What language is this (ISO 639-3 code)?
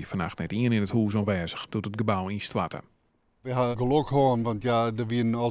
fry